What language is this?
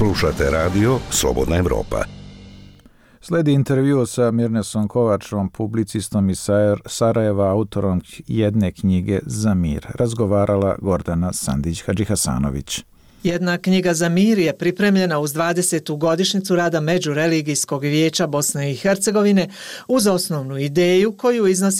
Bosnian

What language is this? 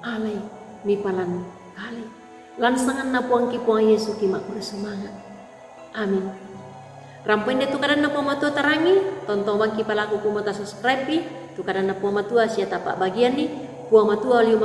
Toraja-Sa'dan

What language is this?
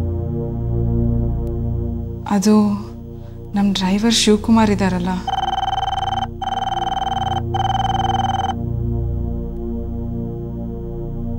Kannada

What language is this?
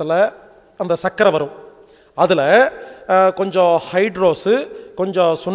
Tamil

